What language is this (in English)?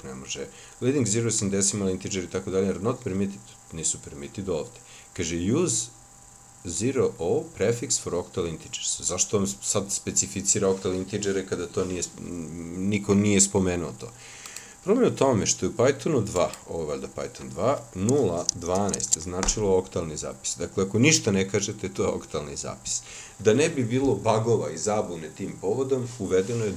Serbian